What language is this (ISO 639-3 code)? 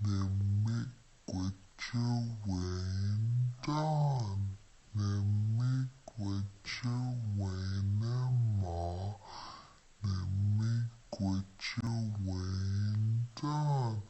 oji